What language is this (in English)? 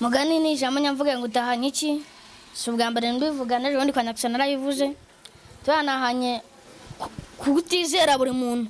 Kinyarwanda